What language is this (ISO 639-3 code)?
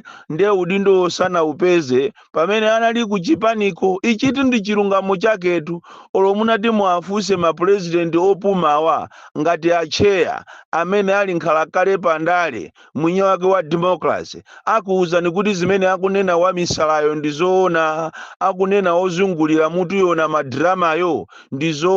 nya